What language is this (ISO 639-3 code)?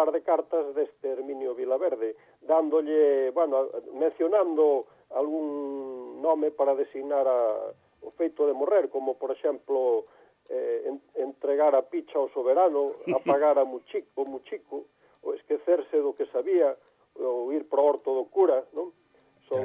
glg